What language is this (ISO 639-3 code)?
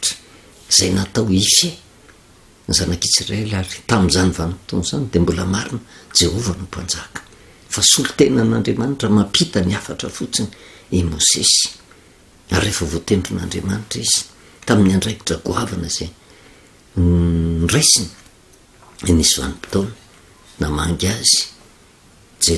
mlg